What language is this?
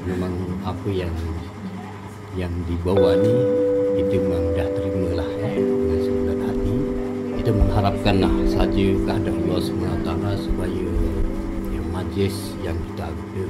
Malay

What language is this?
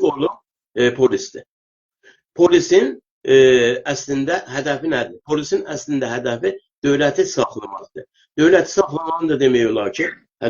South Azerbaijani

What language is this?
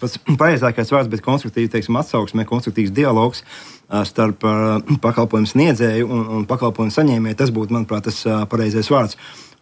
Latvian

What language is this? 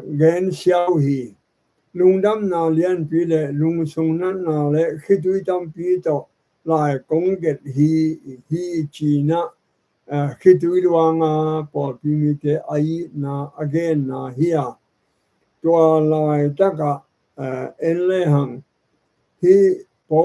Tedim Chin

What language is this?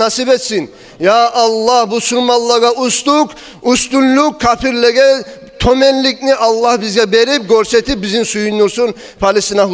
Kumyk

